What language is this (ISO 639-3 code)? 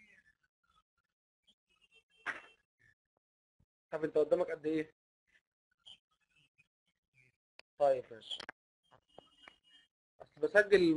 arz